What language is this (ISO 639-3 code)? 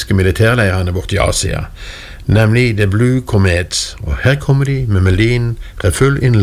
nor